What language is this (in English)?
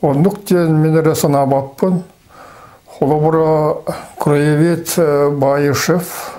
Yakut